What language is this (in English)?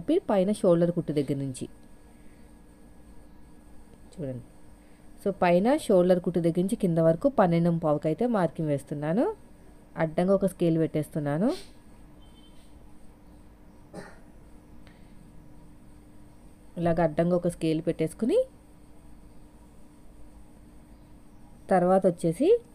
Telugu